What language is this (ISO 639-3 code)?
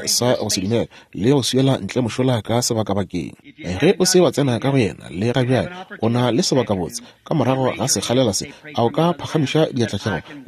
nso